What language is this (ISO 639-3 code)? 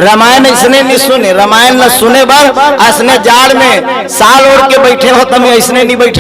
hne